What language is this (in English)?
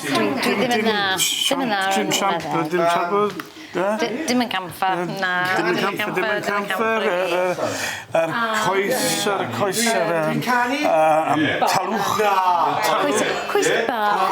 Welsh